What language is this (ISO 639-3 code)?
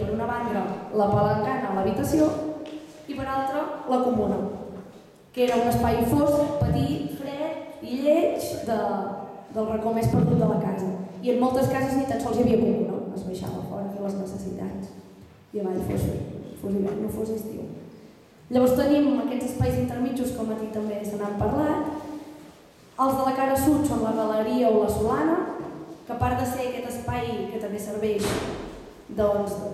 cat